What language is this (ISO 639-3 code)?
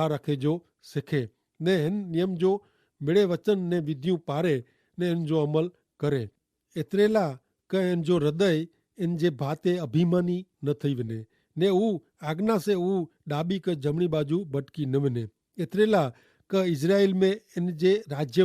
kfr